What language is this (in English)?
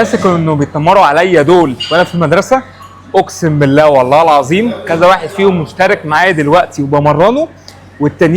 Egyptian Arabic